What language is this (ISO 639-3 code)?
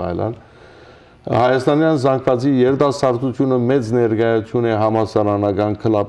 hyw